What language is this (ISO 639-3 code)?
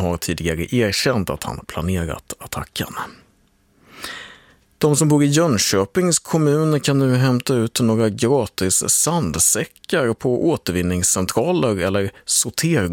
swe